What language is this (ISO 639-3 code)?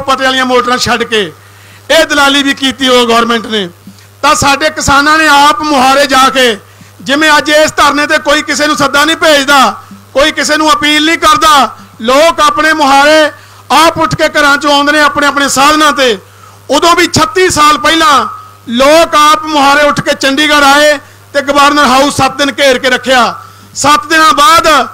pan